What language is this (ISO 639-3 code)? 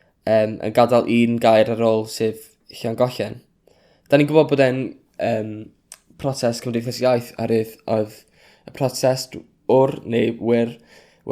cym